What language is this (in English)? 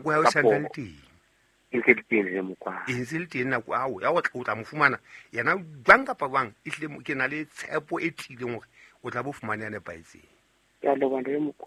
Southern Sotho